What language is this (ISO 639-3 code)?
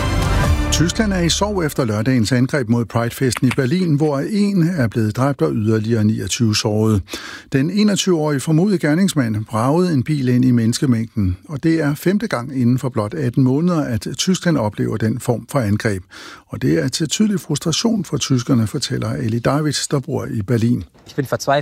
dan